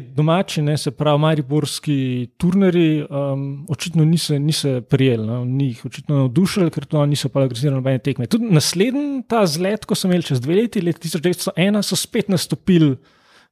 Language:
Slovenian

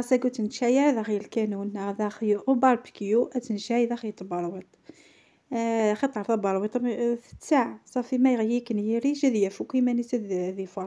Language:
Kabyle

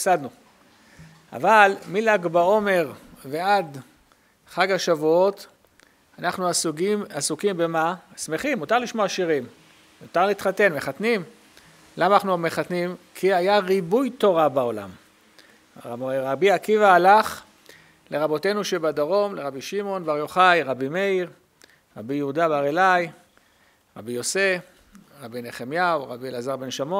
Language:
Hebrew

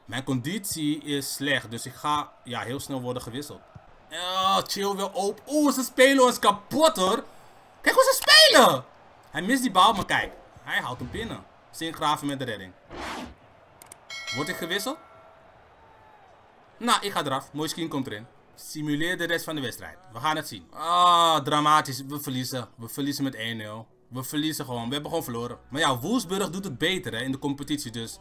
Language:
Dutch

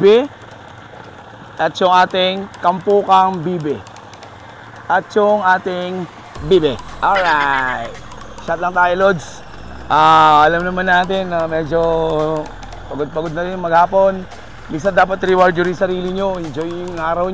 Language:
Filipino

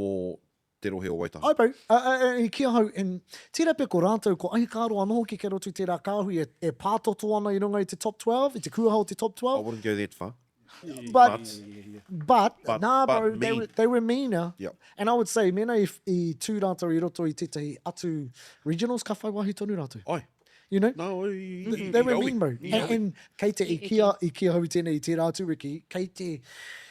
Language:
Māori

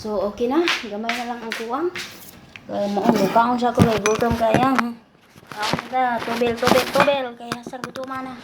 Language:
Cebuano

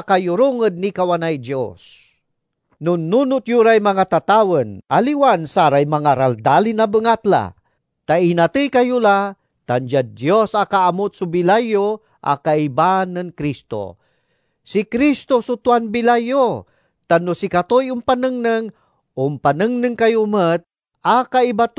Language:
Pangasinan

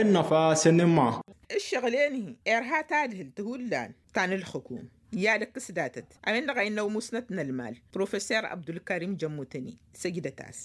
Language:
Tamasheq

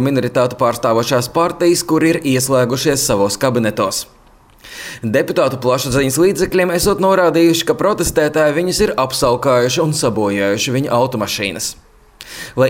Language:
Latvian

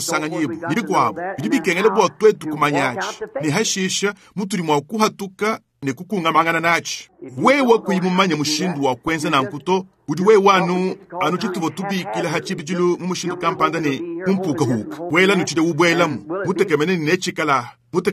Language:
Luba-Lulua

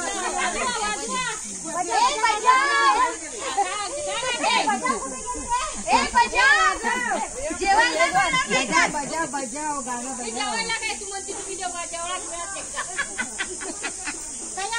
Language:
Marathi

